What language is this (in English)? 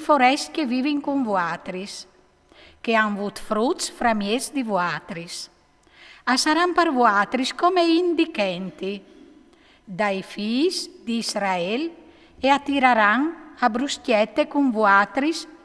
Friulian